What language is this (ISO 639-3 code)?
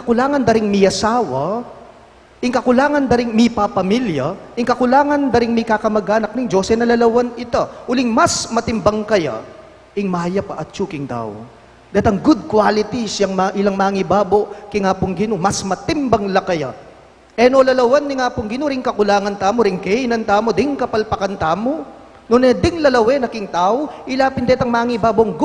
pam